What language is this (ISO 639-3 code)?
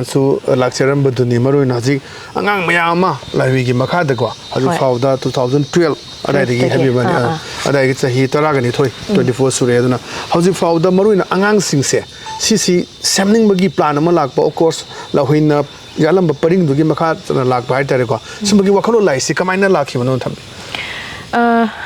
mni